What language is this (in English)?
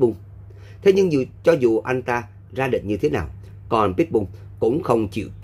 Vietnamese